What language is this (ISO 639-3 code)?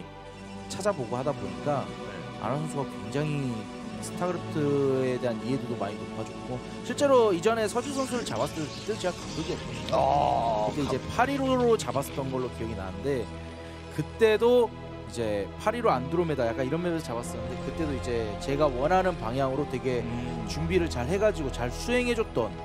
kor